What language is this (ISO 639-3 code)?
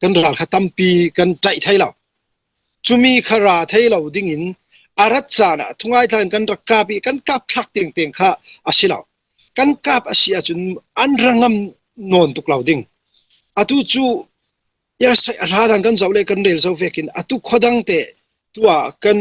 cfm